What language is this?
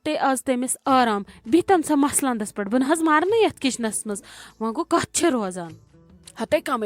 Kashmiri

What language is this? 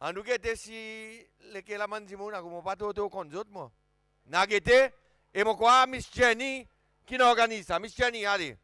Seselwa Creole French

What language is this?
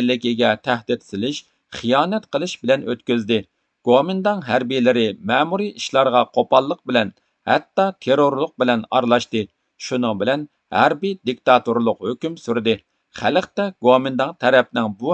Uyghur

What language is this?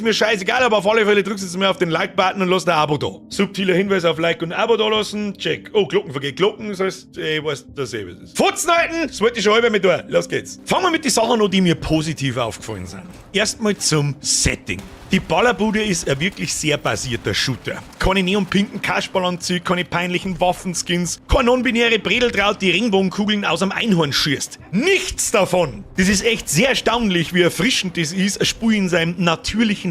Bavarian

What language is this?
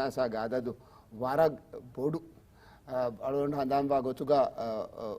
Divehi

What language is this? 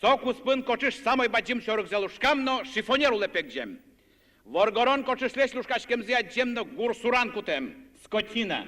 Udmurt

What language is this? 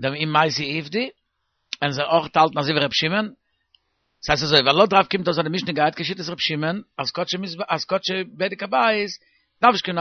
Yiddish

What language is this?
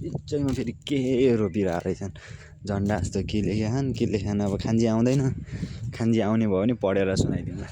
Nepali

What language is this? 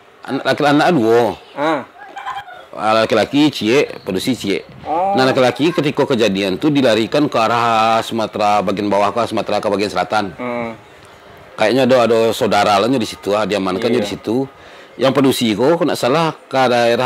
Minangkabau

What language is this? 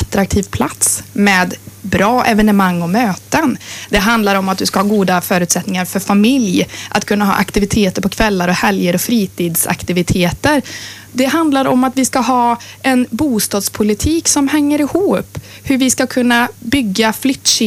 Swedish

